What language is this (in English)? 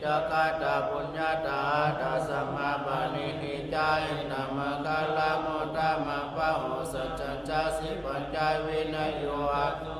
Pali